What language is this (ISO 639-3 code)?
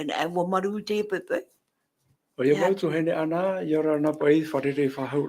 tah